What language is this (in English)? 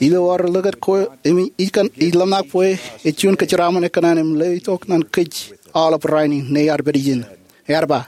Marshallese